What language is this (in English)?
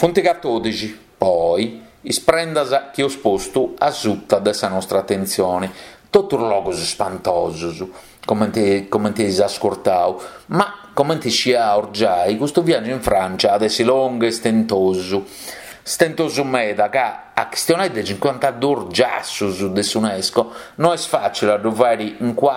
Sardinian